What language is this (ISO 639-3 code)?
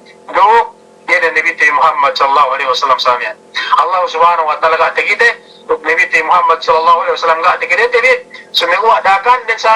yka